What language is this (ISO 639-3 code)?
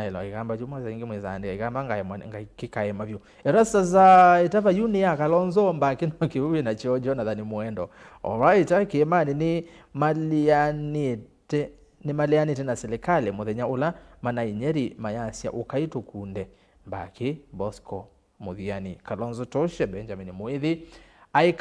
kam